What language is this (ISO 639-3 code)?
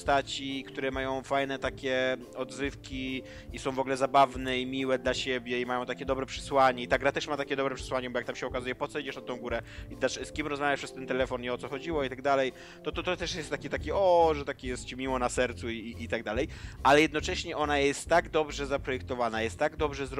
pol